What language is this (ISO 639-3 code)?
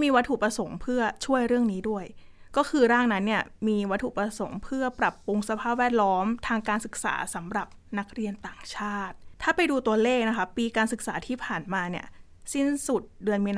tha